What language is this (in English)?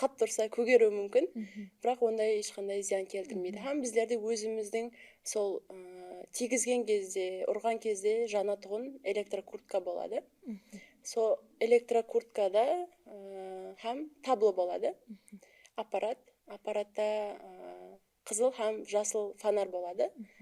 Kara-Kalpak